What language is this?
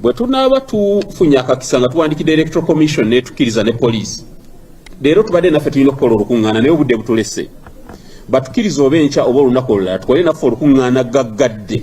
Ganda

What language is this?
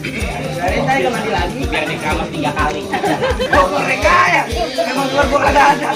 Betawi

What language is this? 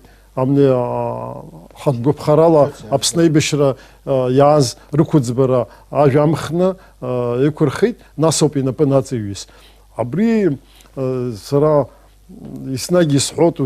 Abkhazian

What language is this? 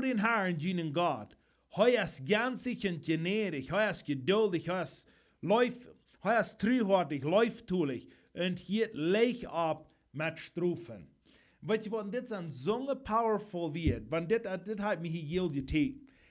Plautdietsch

